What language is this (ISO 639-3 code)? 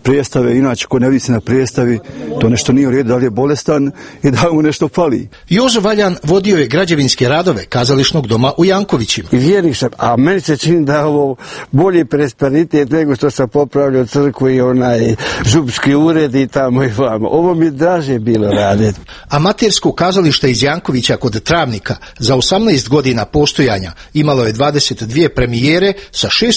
hrv